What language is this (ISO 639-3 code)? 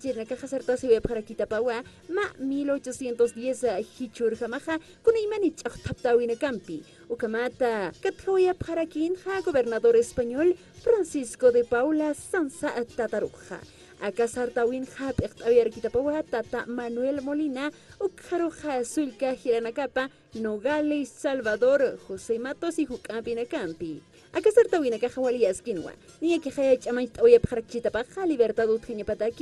aym